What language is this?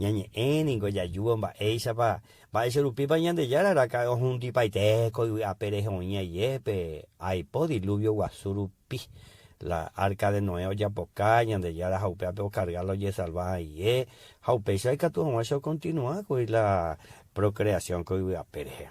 Guarani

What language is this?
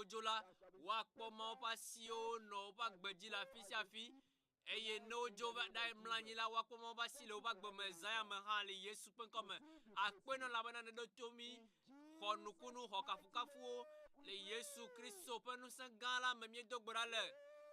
Ewe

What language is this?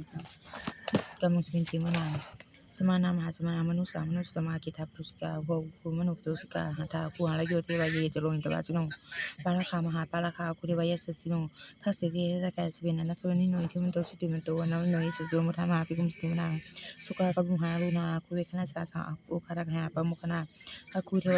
Pali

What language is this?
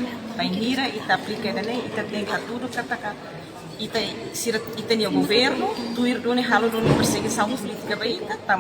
Tetum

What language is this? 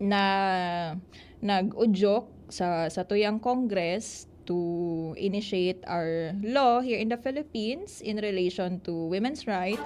Bikol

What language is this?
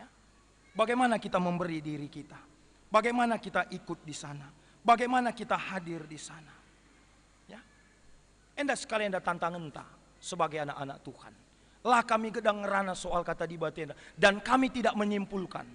Batak Karo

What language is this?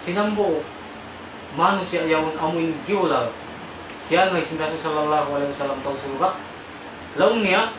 Tausug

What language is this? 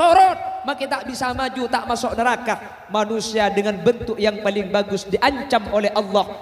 Madurese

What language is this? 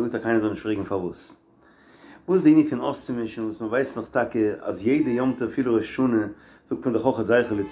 Yiddish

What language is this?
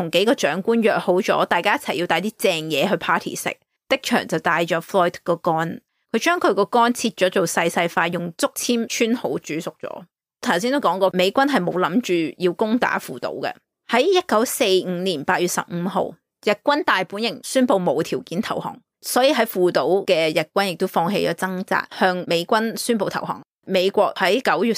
Cantonese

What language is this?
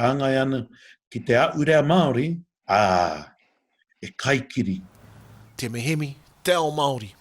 Māori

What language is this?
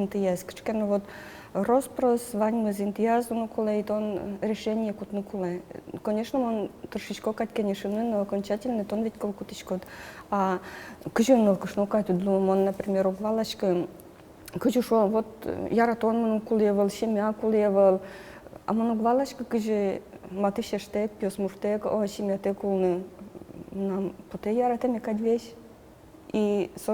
Udmurt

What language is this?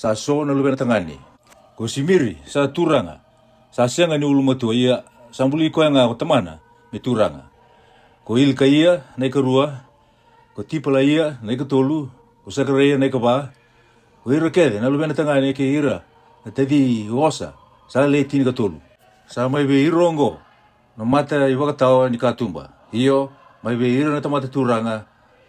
Fijian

